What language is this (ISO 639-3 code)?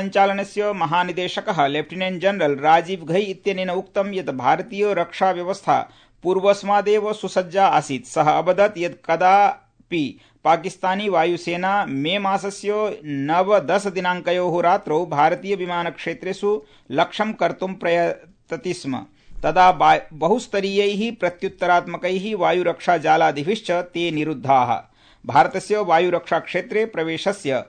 san